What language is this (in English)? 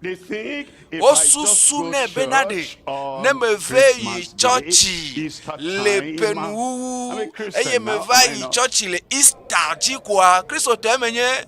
Ewe